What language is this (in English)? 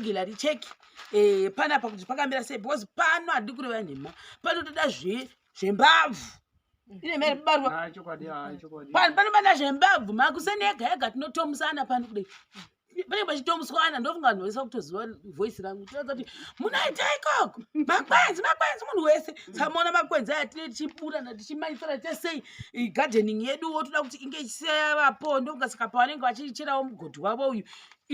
Shona